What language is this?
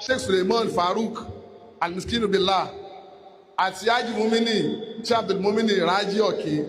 Yoruba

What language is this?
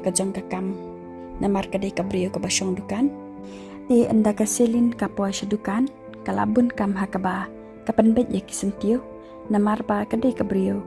Khasi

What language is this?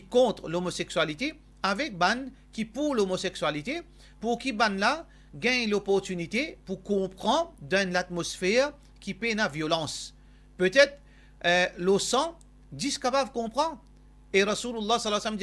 Morisyen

